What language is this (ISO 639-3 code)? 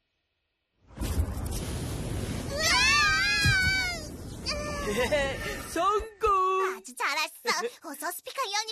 kor